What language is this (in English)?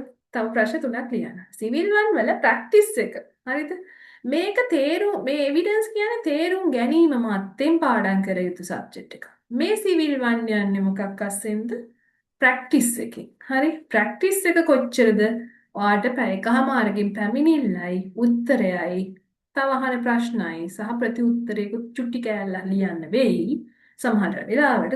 Sinhala